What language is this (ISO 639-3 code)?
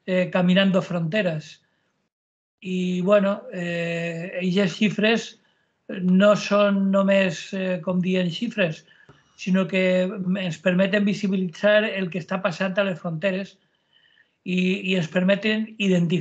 cat